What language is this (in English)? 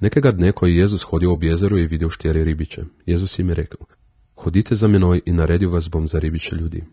Slovenian